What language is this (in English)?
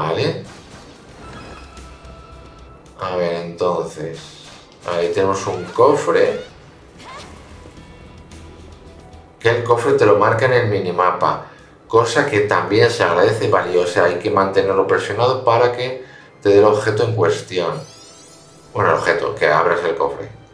Spanish